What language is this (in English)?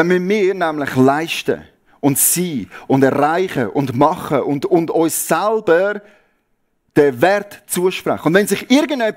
Swiss German